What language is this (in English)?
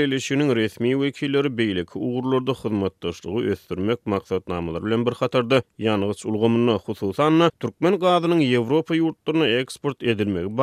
Turkmen